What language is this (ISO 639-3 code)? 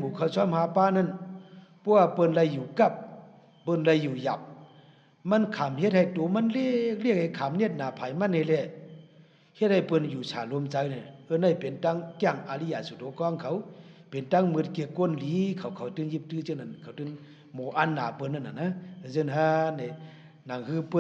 shn